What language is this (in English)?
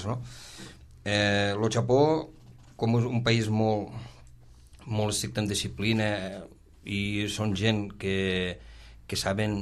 Catalan